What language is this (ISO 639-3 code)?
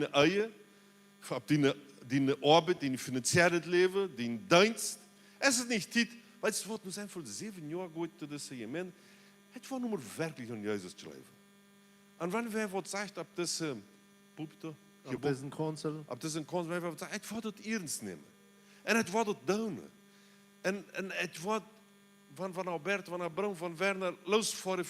pdt